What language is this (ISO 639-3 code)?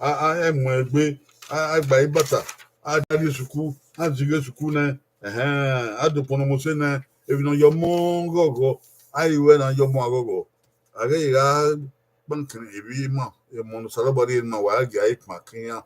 bin